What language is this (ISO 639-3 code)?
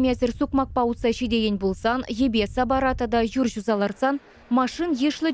chv